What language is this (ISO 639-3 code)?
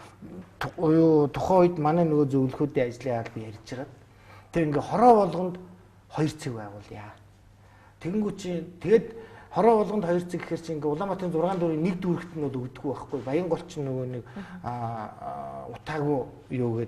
mon